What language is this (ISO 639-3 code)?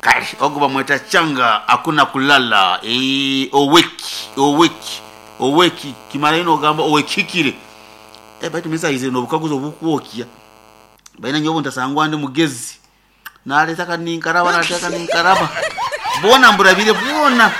nyo